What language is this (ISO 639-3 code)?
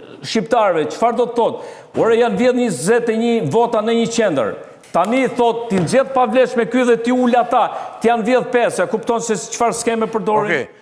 sqi